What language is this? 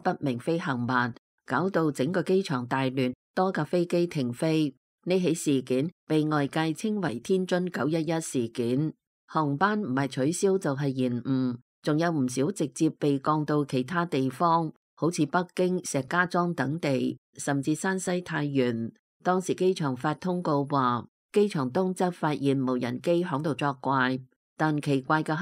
Cantonese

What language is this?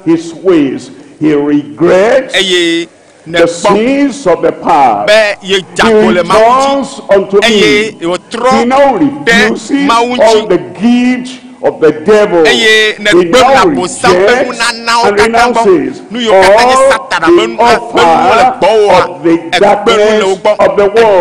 Ewe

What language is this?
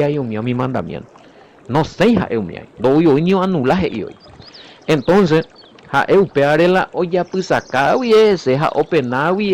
Guarani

